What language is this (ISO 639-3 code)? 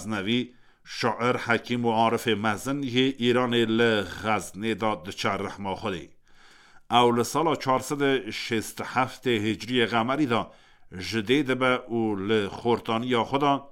kur